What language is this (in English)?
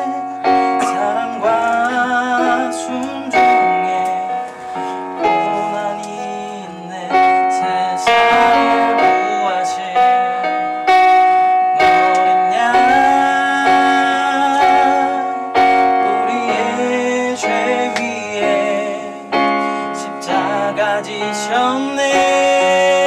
Korean